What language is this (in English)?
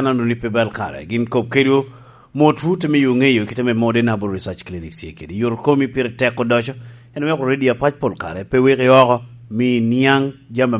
Lango (Uganda)